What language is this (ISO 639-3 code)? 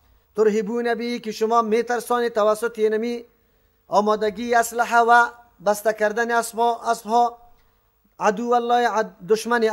fas